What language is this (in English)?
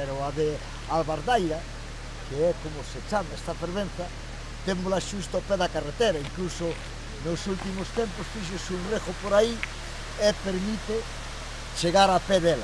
Galician